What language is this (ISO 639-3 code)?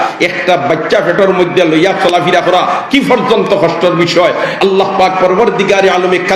syl